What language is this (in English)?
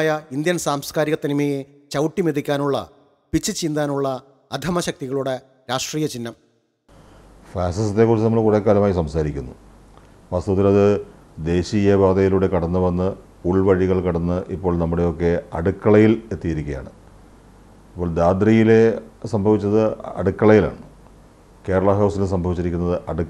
Malayalam